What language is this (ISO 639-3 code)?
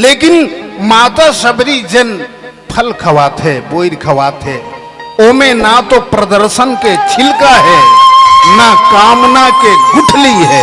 hne